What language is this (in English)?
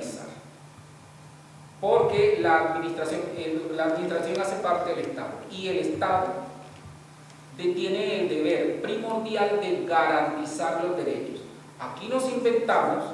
Spanish